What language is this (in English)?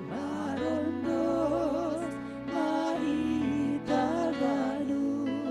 Batak Simalungun